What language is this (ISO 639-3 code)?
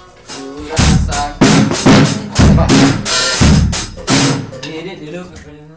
ind